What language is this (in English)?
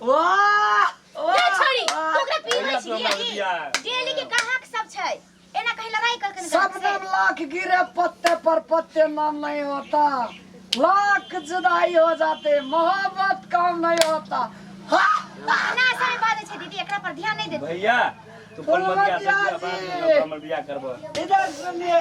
Maithili